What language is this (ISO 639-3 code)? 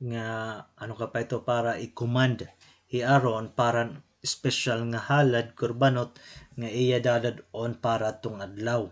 war